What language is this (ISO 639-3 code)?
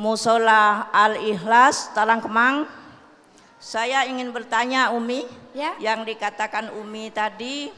mui